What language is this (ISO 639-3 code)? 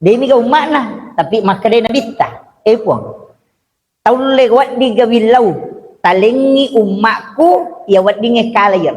bug